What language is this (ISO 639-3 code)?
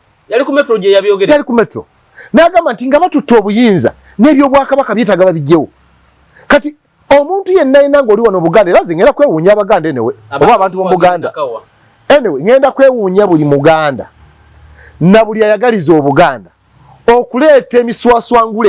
lug